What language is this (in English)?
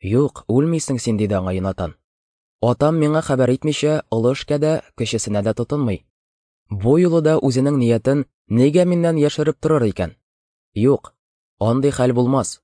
Tatar